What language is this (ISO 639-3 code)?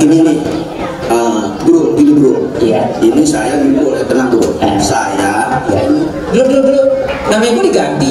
bew